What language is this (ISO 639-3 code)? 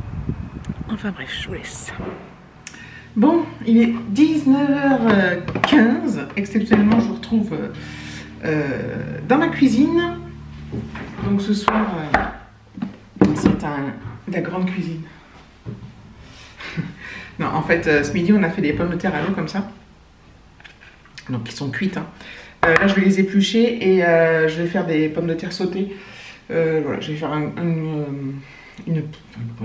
fra